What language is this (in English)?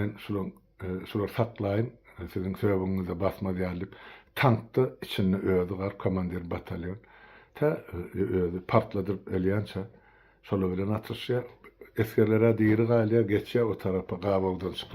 Turkmen